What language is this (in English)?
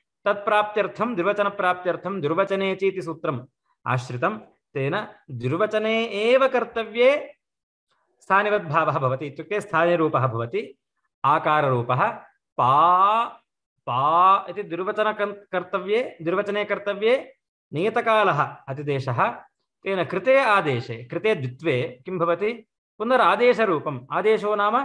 Sanskrit